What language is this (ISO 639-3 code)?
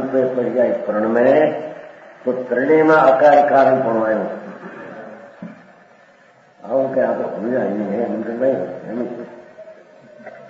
guj